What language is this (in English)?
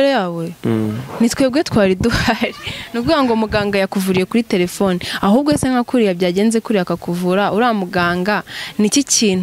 Kinyarwanda